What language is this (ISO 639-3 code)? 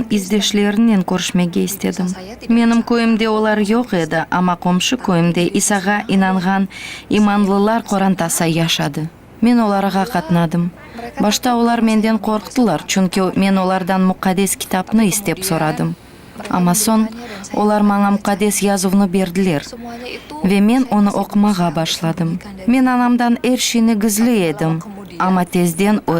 crh